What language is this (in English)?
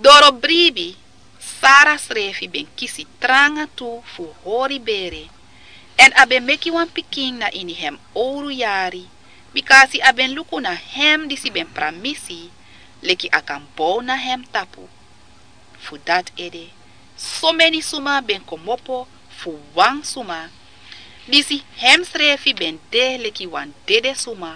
Sranan Tongo